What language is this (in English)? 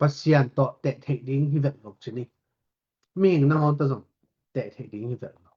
Tedim Chin